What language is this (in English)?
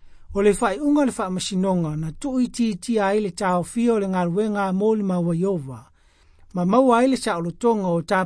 Samoan